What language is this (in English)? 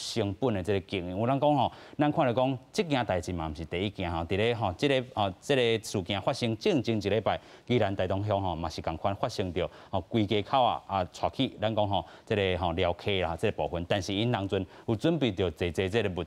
Min Nan Chinese